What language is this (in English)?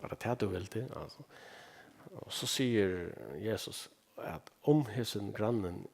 Faroese